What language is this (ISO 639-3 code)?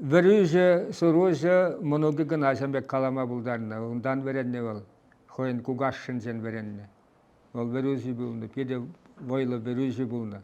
chv